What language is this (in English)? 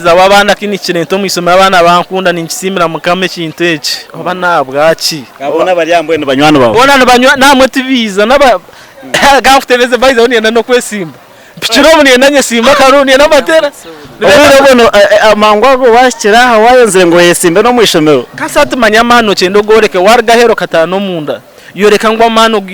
Nyankole